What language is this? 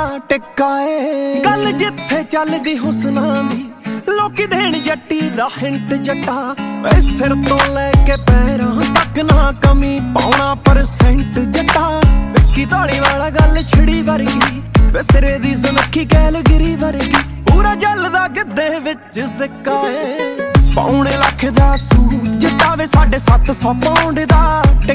Punjabi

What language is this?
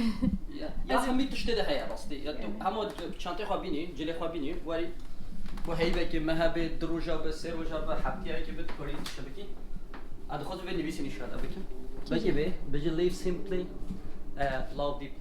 Kurdish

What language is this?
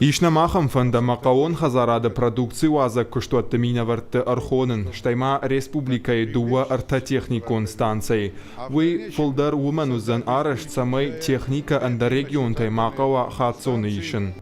Ossetic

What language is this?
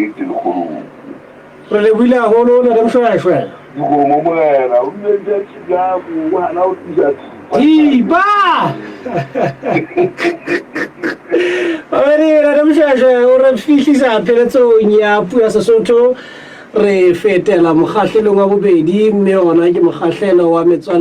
Southern Sotho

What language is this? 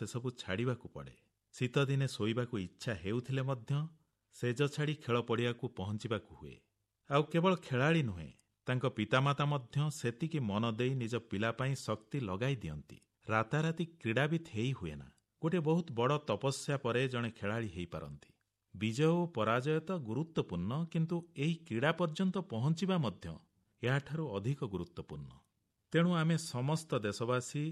Odia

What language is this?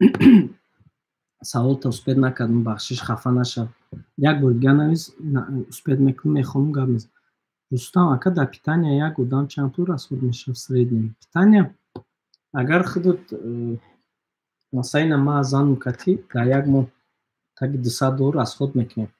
Tajik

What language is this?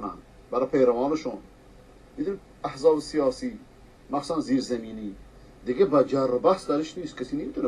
Persian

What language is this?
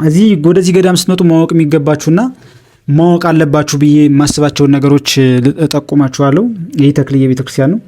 Amharic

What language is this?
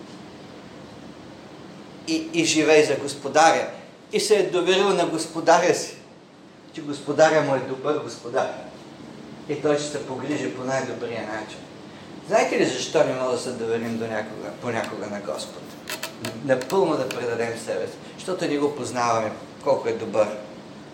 Bulgarian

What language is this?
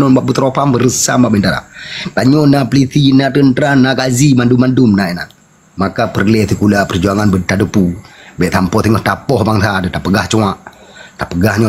Achinese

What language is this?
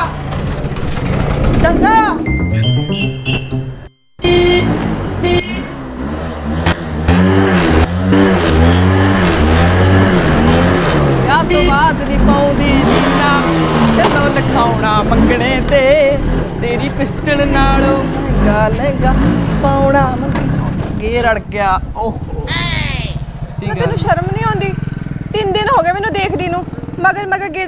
Punjabi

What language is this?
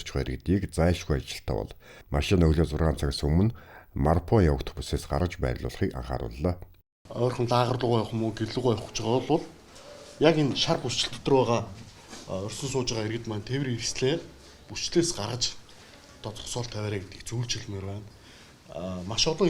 Mongolian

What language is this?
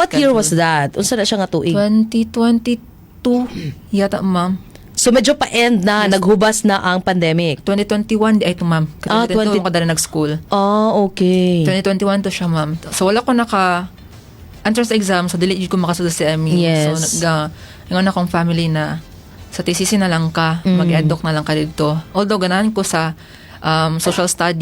Cebuano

